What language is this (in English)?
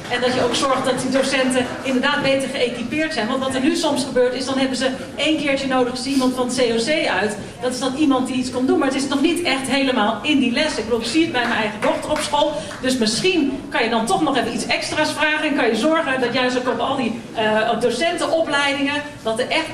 Dutch